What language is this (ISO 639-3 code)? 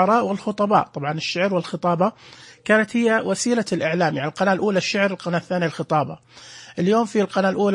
ars